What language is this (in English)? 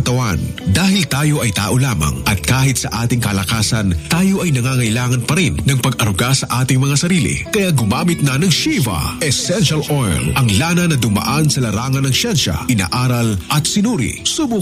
Cebuano